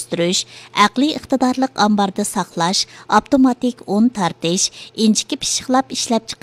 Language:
Uyghur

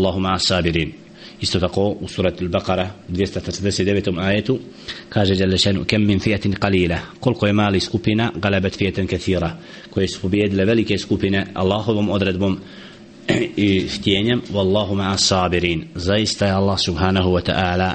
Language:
Bosnian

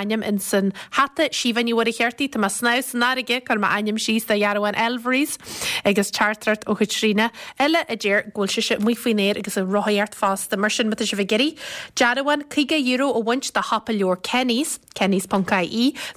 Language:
Irish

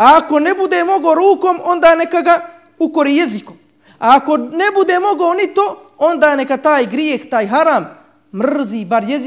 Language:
Bosnian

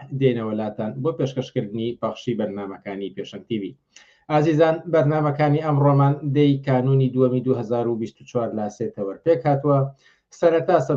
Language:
Central Kurdish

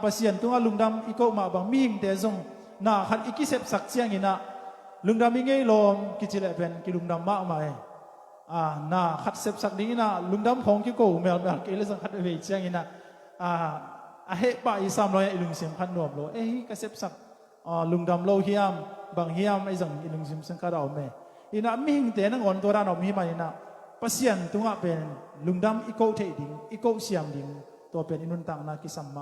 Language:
Tedim Chin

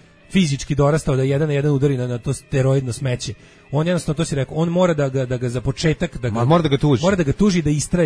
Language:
Serbian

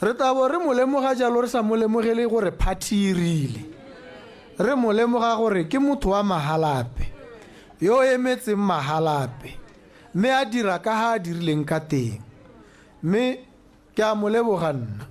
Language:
Tswana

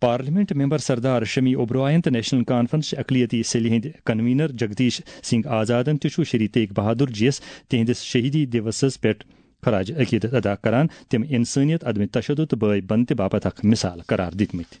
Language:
Kashmiri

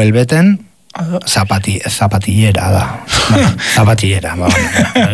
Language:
Basque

